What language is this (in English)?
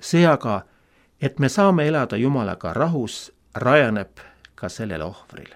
Estonian